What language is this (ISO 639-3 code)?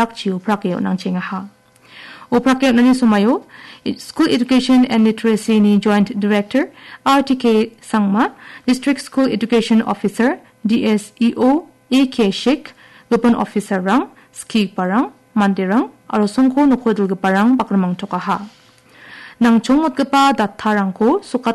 grt